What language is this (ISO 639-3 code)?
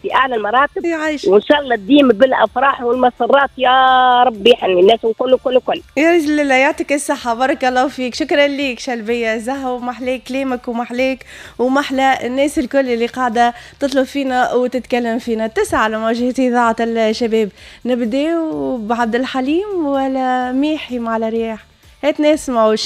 aeb